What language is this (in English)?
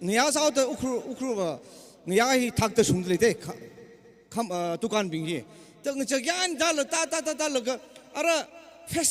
Tangkhul Naga (India)